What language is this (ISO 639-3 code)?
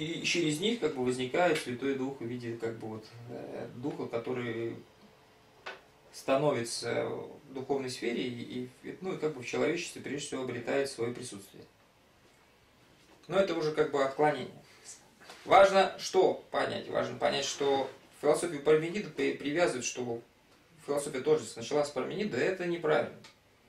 rus